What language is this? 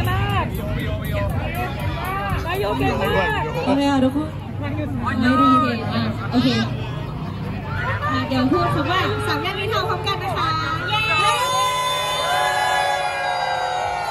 Thai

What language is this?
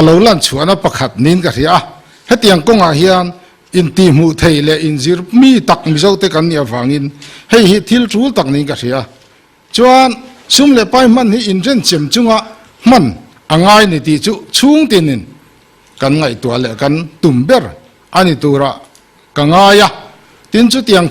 Mizo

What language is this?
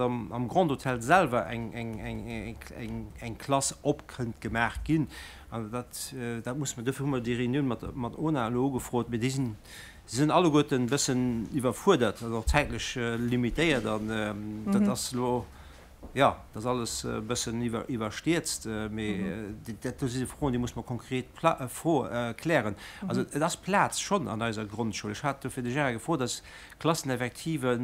Luxembourgish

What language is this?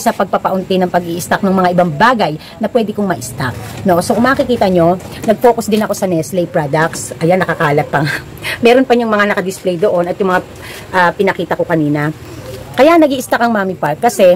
Filipino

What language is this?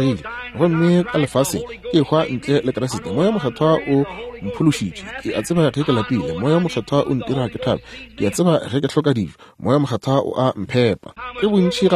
Northern Sotho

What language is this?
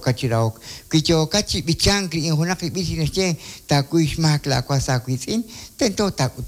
Kekchí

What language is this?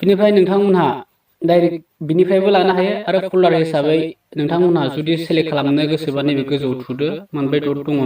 Bodo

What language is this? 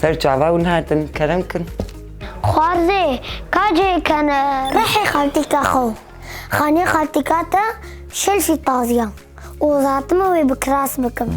Kurdish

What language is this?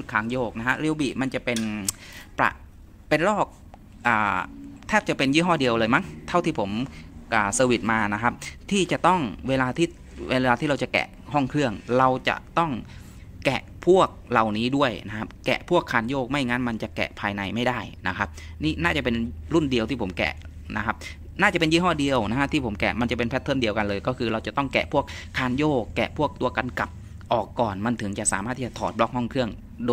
Thai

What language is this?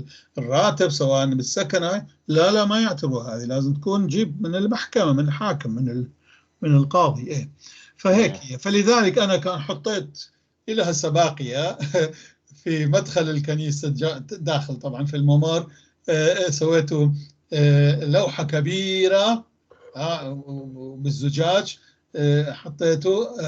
North Levantine Arabic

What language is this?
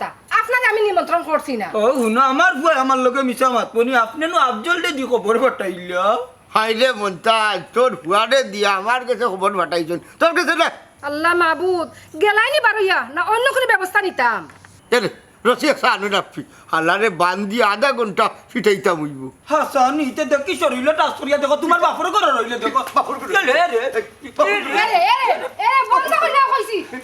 Sylheti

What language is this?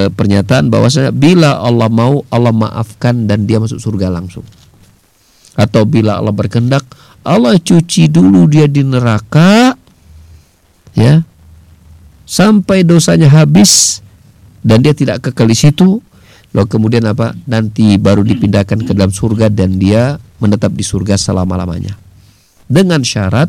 Indonesian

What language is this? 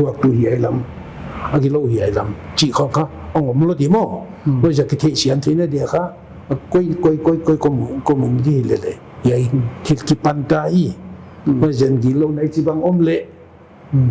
Paite Chin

